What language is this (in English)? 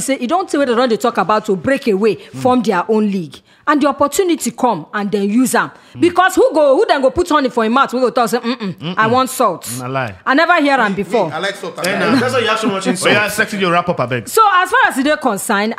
Nigerian Pidgin